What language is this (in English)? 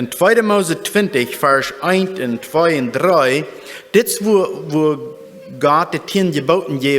Plautdietsch